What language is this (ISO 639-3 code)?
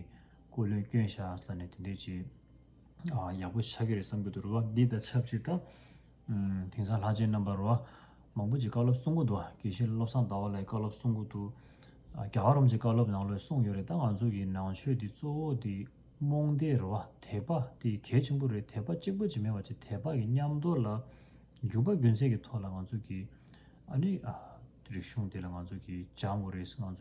bod